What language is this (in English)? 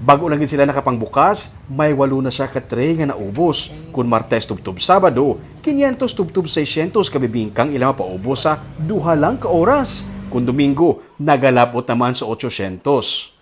Hiligaynon